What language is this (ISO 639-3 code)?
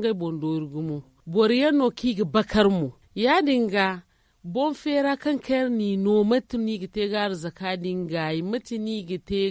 dje